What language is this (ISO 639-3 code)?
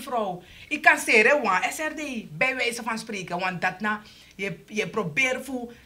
srn